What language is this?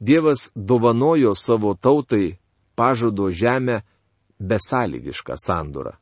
Lithuanian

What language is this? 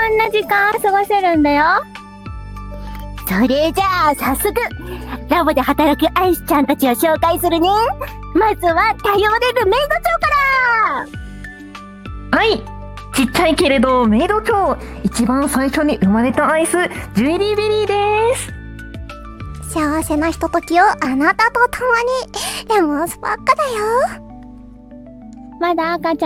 Japanese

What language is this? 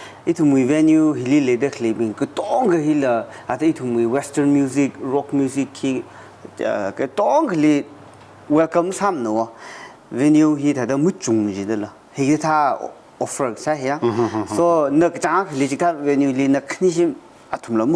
Tangkhul Naga (India)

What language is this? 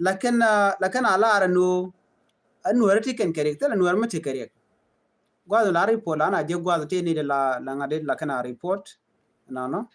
Nuer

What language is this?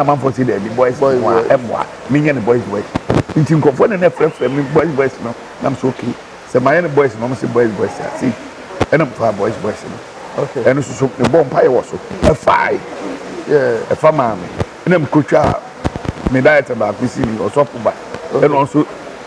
Akan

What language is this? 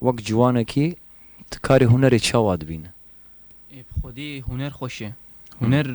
Kurdish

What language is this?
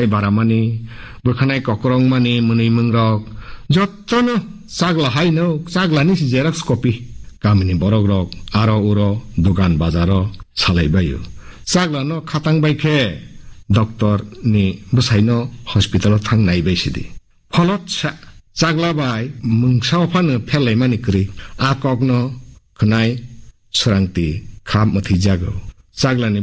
Kok Borok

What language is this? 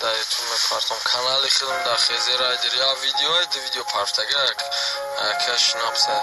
Tajik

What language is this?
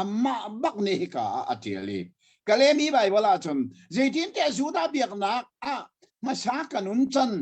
Hakha Chin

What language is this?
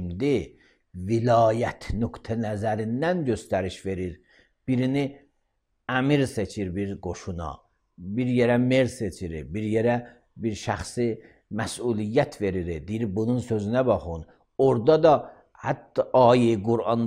Azerbaijani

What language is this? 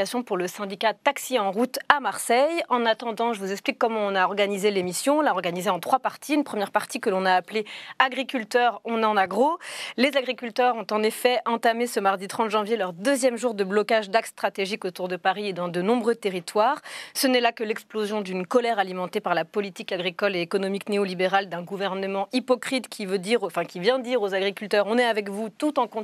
French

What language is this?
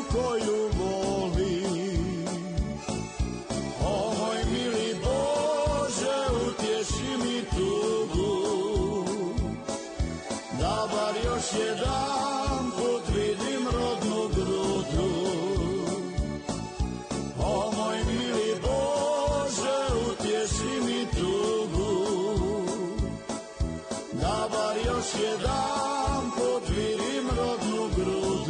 Croatian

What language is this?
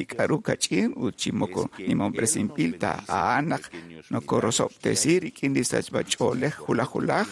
Kekchí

